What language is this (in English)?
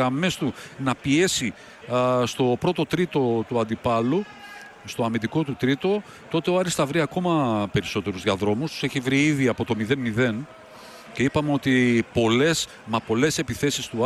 Greek